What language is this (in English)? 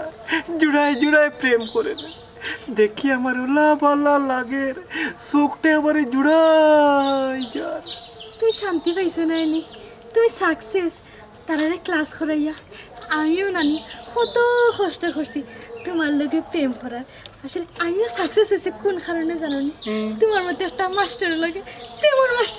Sylheti